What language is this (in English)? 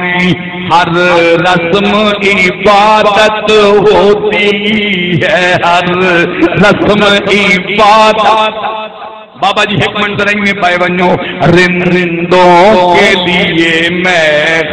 Saraiki